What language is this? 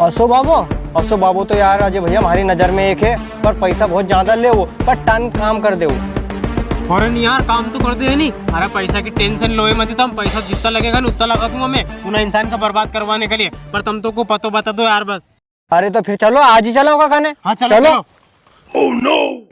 Rajasthani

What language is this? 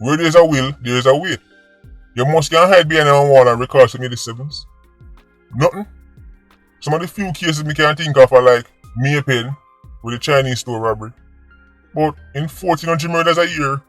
Jamaican Creole English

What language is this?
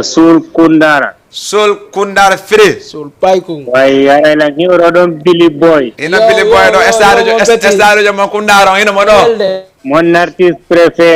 Fula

